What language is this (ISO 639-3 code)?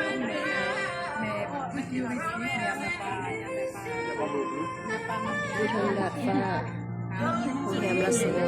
lao